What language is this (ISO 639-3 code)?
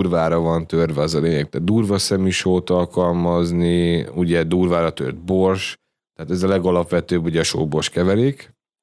hun